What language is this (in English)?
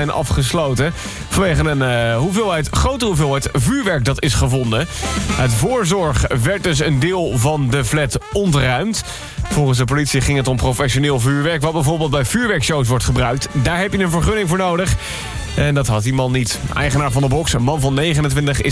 Dutch